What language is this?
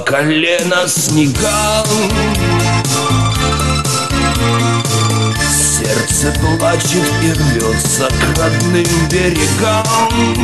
Russian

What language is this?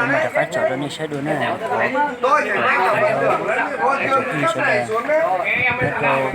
Hmong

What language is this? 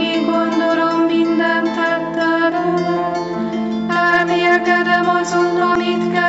Hungarian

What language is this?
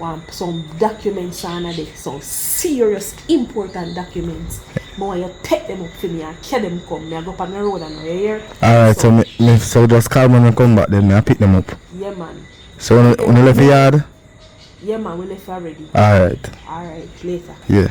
Jamaican Creole English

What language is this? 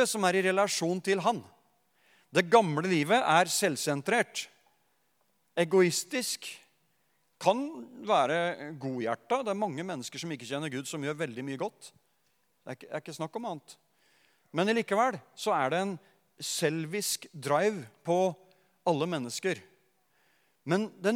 Norwegian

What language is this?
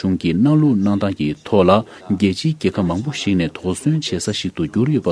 Tibetan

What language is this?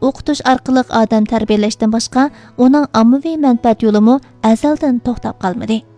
Uyghur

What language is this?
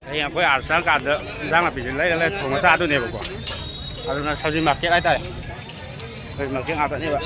Manipuri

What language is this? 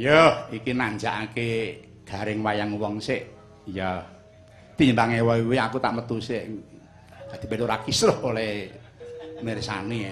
Javanese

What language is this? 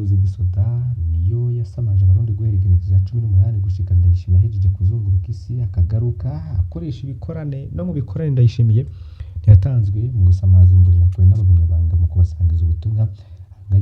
Rundi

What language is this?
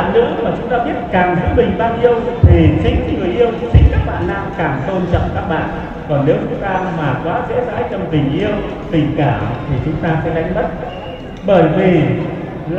Vietnamese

